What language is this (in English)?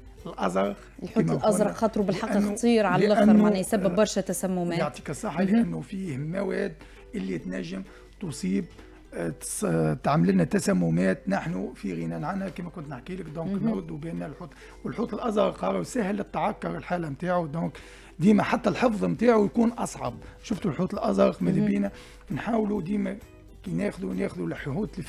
Tunisian Arabic